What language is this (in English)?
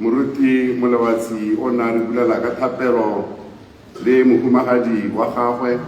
Tswana